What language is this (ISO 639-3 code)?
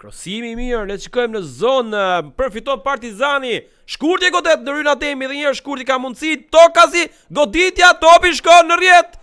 sqi